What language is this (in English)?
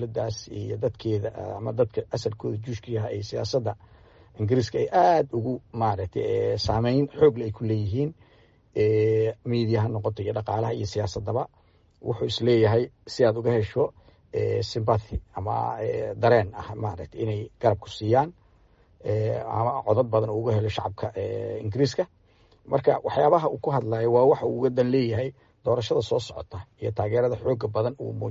Somali